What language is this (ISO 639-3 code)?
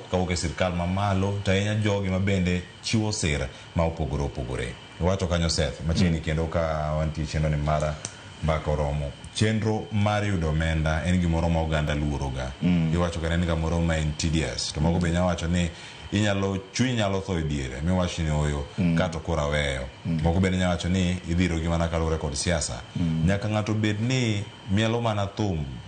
luo